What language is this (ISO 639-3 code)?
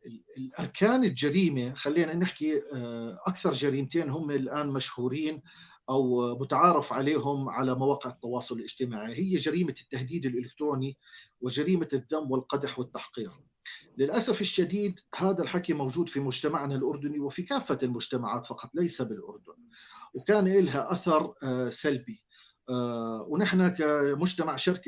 apc